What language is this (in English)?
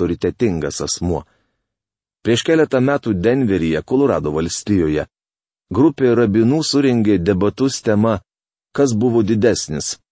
Lithuanian